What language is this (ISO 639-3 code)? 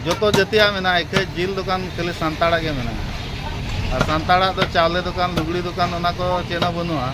sat